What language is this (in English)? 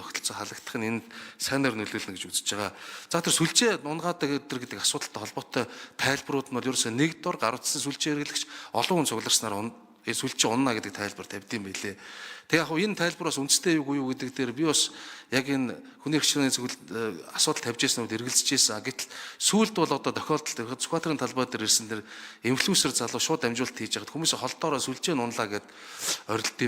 Mongolian